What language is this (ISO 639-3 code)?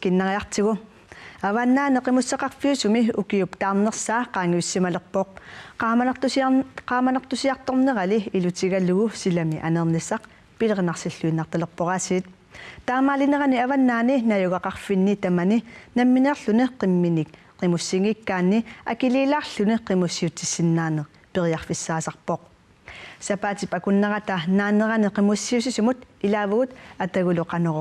kal